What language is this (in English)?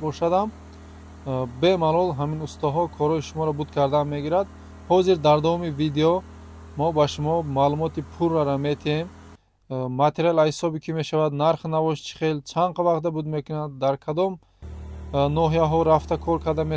Tajik